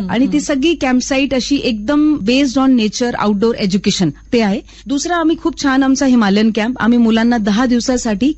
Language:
Marathi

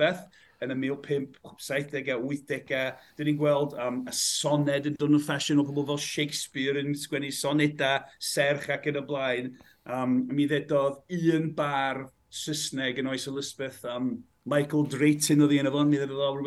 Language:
Welsh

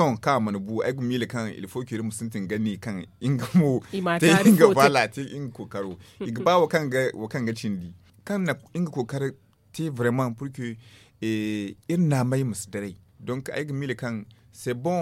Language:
Zarma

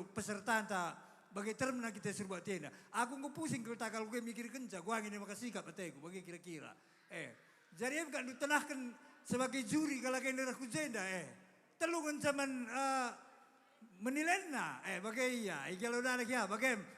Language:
Batak Karo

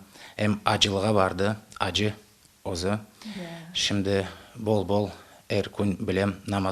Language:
Crimean Tatar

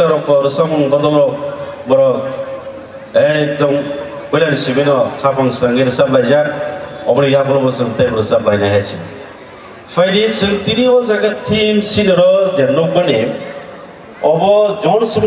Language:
Kok Borok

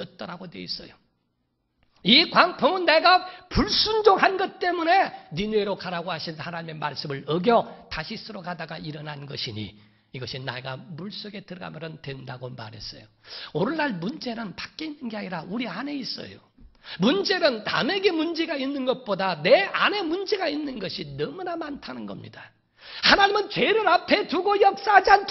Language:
Korean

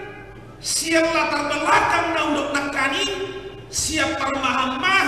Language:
Batak Toba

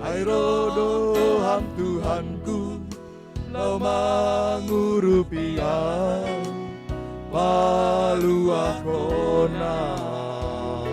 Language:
Batak Simalungun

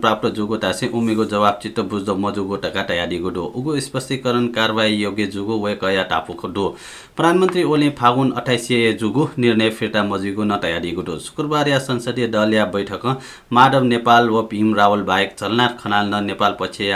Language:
Newari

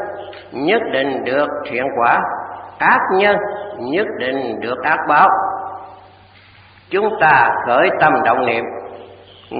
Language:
Vietnamese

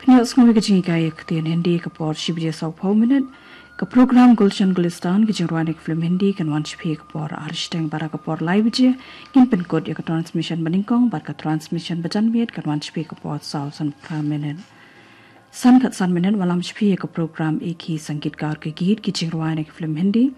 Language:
Khasi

